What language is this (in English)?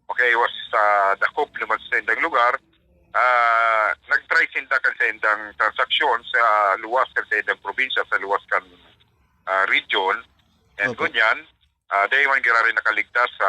Bikol